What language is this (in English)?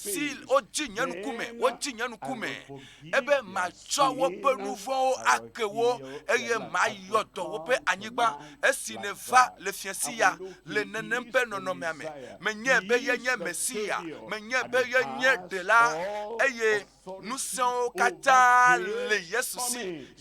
Ewe